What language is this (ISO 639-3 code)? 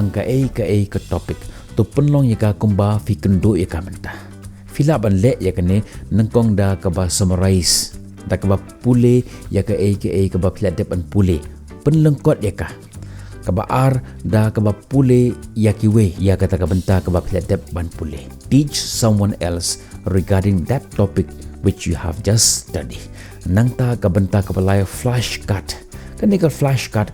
kha